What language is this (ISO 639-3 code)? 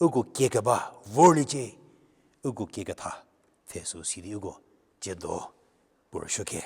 njm